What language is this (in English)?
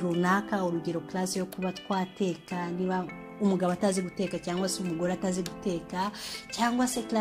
Kinyarwanda